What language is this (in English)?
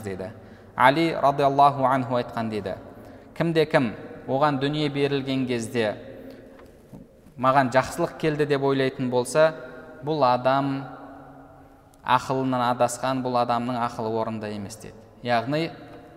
Kazakh